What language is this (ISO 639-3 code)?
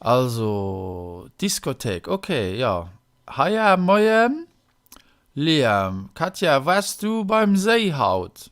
ltz